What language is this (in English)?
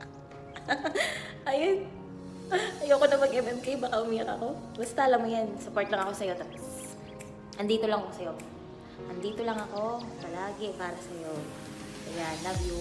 Filipino